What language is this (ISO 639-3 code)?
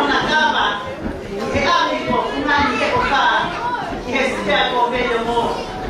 ton